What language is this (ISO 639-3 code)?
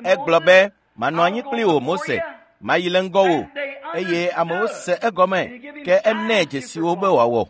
ewe